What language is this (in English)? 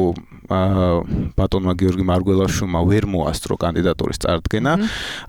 Georgian